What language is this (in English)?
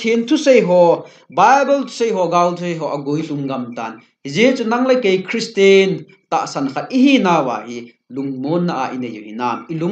Thado Chin